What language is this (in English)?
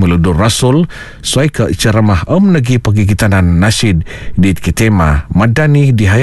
Malay